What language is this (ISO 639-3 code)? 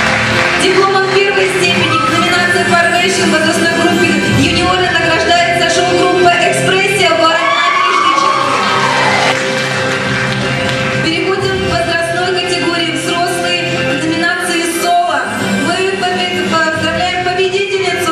rus